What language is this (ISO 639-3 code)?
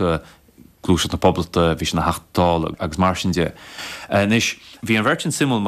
gle